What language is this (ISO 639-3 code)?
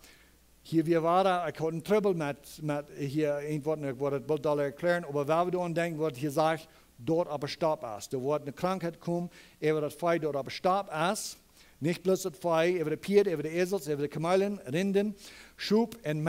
pdt